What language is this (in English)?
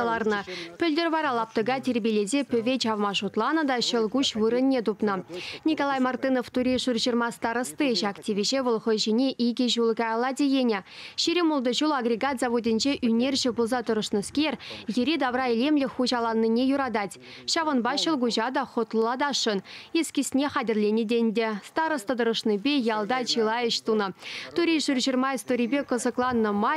Chuvash